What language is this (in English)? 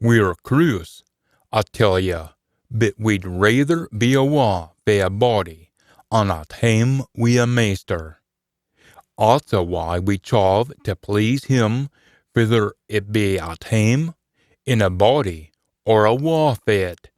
Scots